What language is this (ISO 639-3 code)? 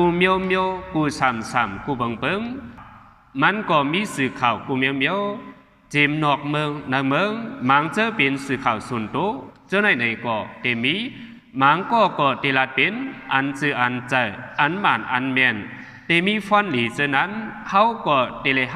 shn